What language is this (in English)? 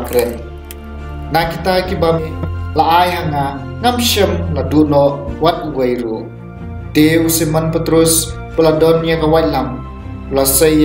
Khasi